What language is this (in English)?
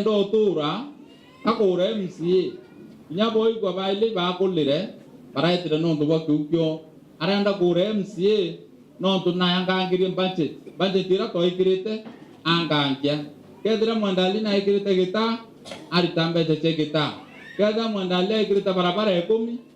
Meru